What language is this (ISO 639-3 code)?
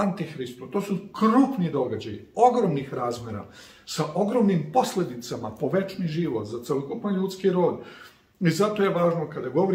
srp